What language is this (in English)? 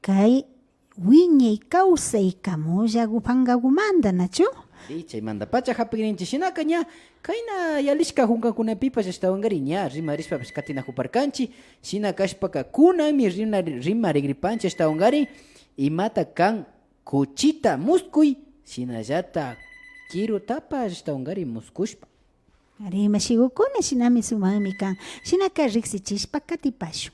Imbabura Highland Quichua